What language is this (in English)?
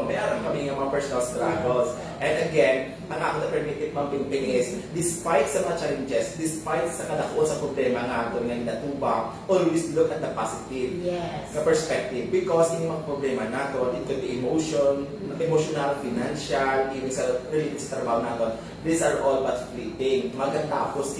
Hiligaynon